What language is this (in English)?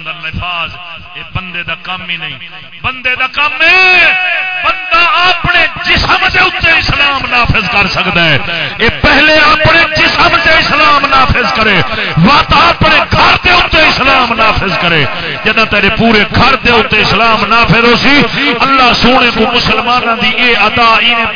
Saraiki